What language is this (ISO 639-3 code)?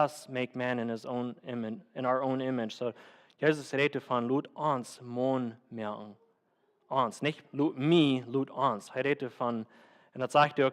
pdt